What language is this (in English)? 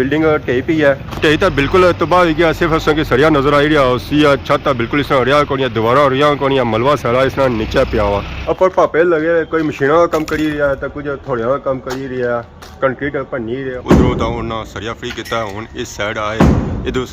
Pahari-Potwari